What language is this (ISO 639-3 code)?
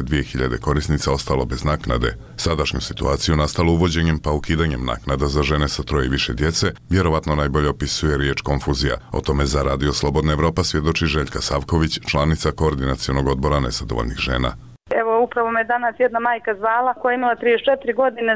bos